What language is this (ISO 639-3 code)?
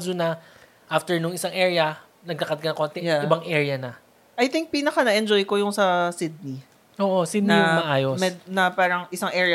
fil